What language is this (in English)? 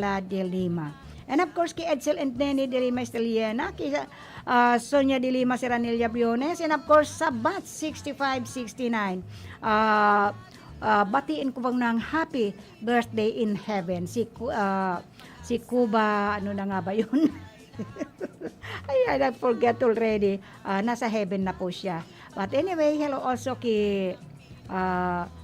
Bikol